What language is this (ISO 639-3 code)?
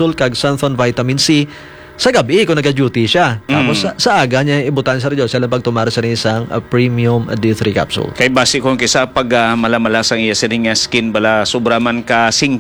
hil